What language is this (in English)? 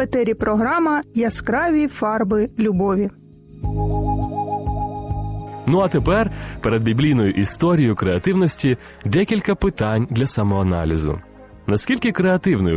Ukrainian